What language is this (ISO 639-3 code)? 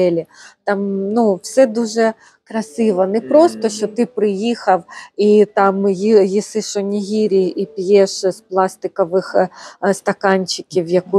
ukr